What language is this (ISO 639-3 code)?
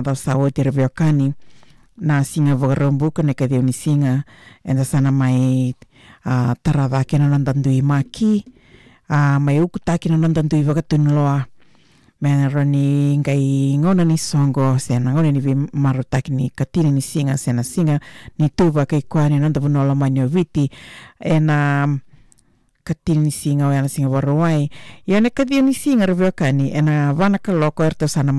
fij